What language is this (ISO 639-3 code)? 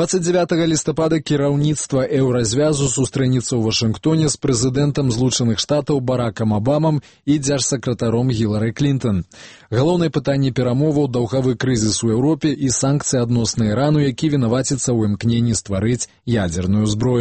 bel